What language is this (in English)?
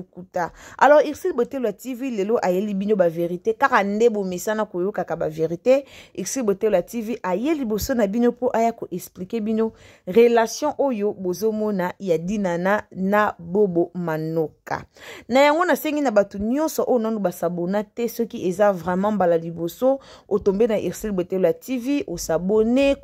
Lingala